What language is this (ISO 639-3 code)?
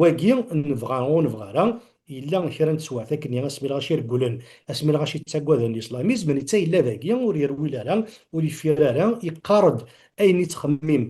kab